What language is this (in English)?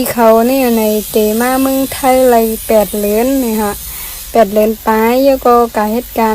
Shan